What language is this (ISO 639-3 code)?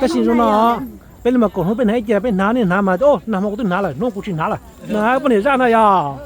hmn